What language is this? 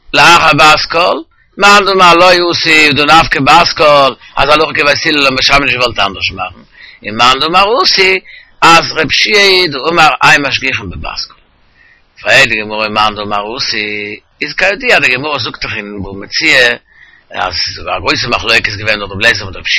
Yiddish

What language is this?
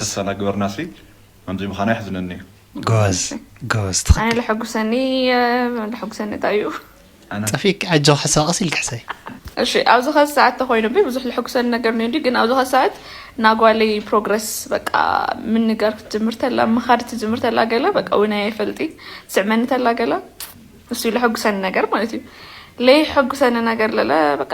Tigrinya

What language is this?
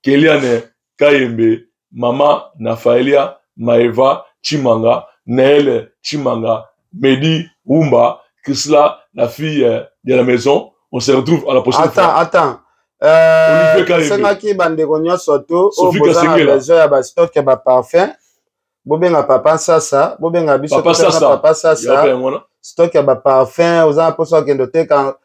Lingala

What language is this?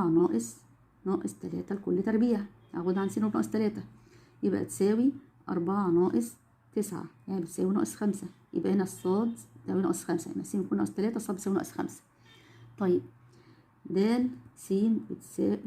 Egyptian Arabic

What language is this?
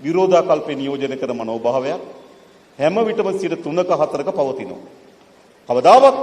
Sinhala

